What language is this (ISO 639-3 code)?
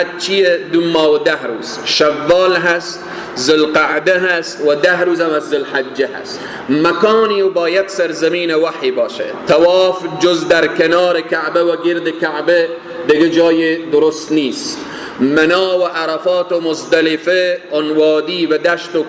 fas